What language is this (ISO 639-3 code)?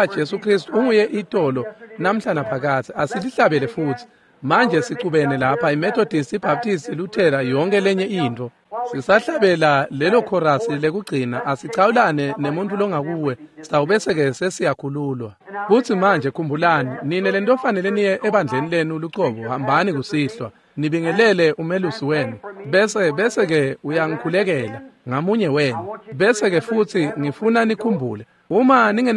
ssw